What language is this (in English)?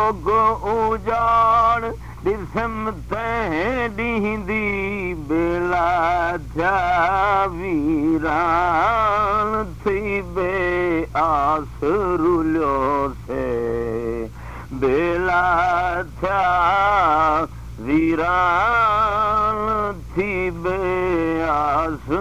Saraiki